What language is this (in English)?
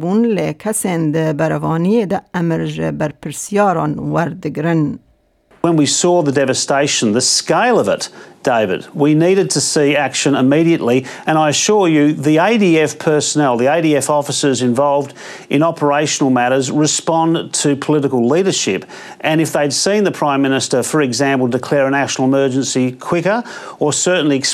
Kurdish